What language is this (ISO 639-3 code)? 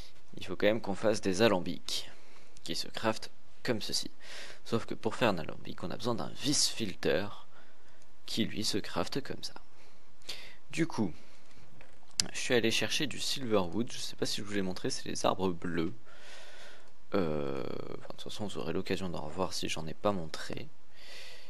fra